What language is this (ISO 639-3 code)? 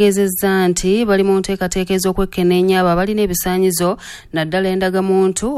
lug